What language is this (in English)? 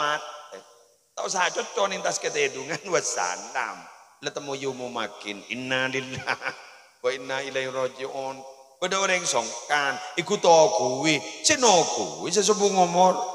Madurese